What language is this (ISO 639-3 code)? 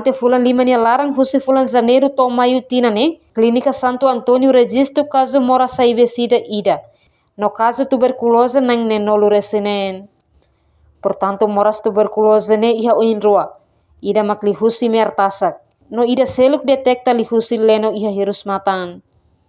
tet